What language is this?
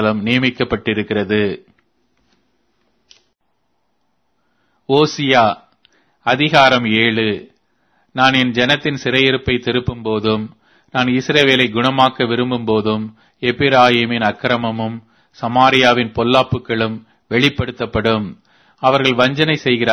Tamil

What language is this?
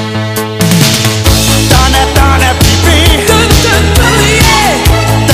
Danish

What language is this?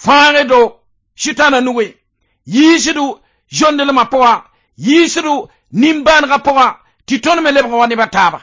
Mossi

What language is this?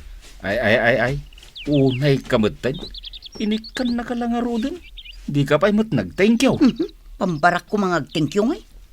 Iloko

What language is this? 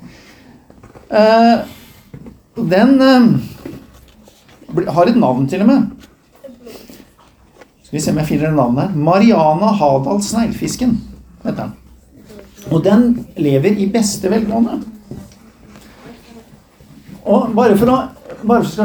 Norwegian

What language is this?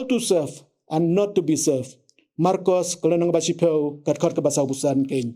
Khasi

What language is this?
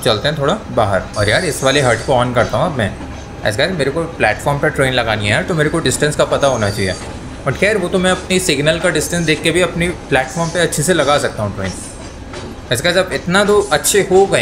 Hindi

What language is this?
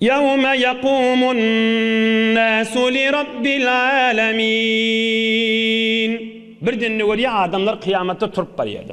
Turkmen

